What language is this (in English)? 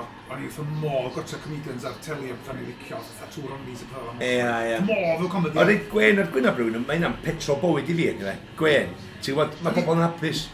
Welsh